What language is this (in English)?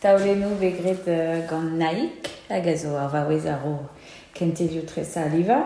Breton